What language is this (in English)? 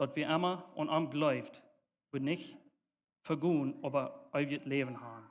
Plautdietsch